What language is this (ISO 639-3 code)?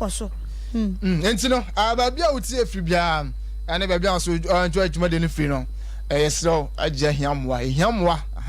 aka